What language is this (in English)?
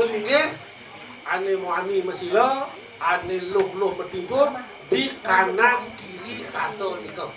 Balinese